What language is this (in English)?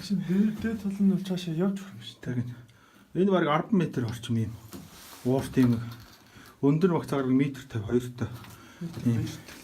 Mongolian